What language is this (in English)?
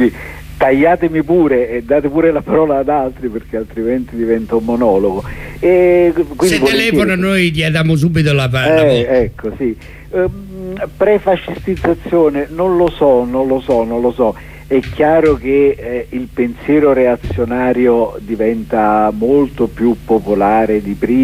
Italian